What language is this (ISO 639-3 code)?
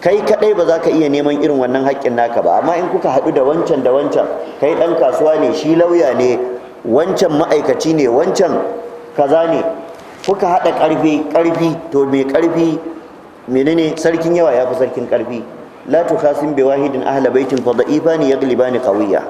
hau